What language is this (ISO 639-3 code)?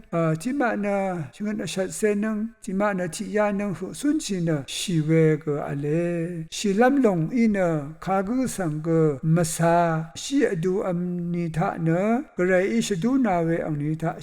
raw